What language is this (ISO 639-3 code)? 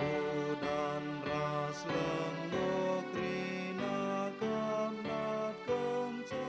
btx